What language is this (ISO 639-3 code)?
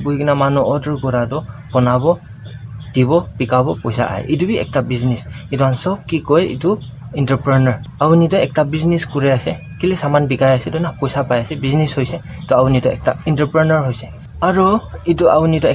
nag